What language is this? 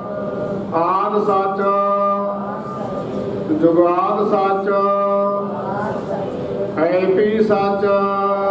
Punjabi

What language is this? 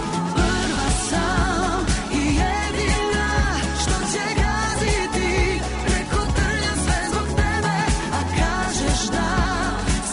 Serbian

